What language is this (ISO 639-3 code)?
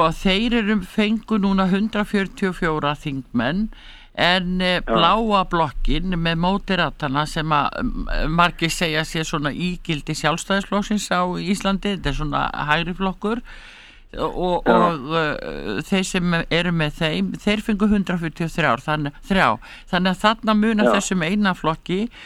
isl